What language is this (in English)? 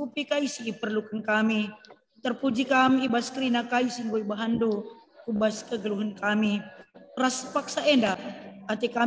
Batak Karo